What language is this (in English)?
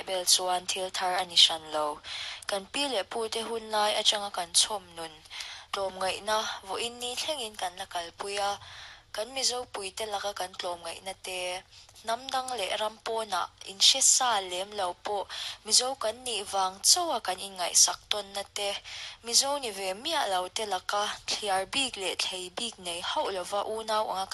Mizo